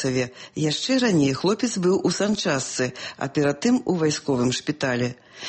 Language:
Belarusian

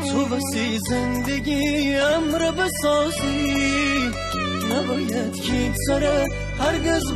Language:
Gilaki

